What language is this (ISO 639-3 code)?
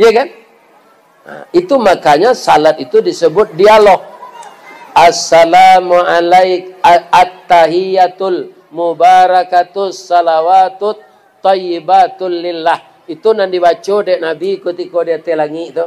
min